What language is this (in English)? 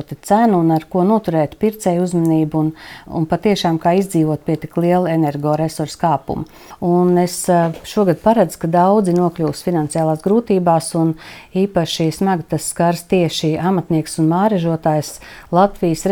Latvian